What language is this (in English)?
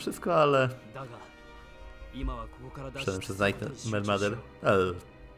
Polish